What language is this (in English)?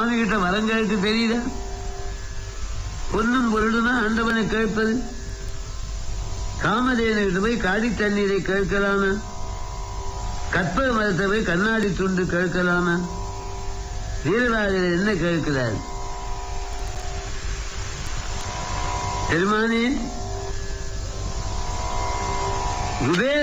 Tamil